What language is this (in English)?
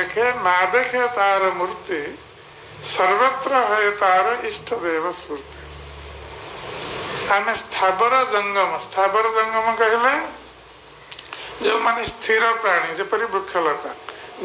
Odia